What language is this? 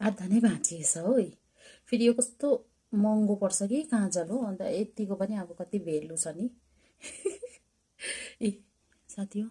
Nepali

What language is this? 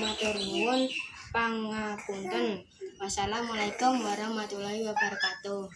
Javanese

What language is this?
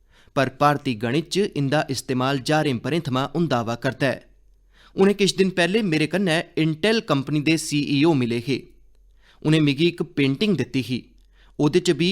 Dogri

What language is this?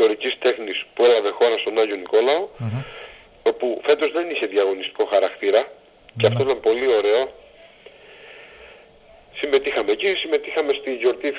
Greek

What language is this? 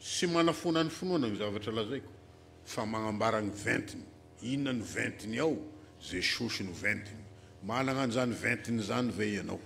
Malagasy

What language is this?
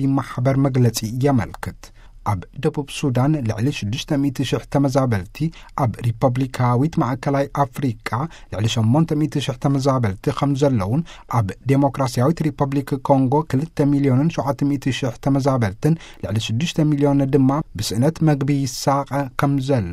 Tigrinya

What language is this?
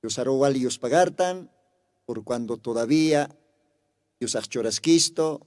Aymara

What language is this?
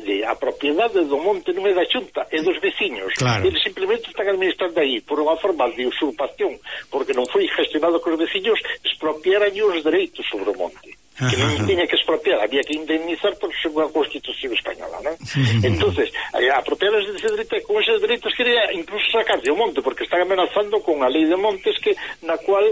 Galician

